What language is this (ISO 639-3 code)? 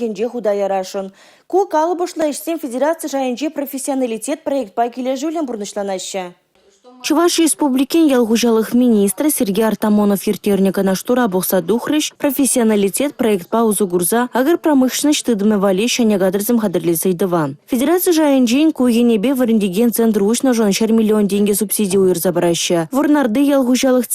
chv